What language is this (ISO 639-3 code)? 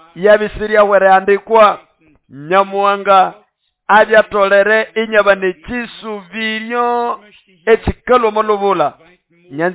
nnb